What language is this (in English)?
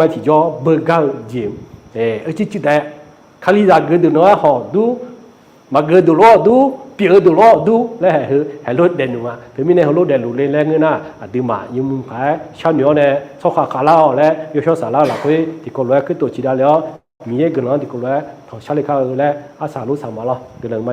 Akha